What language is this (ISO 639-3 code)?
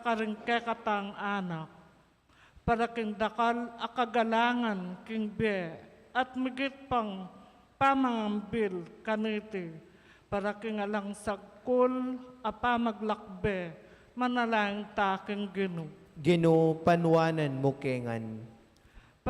pam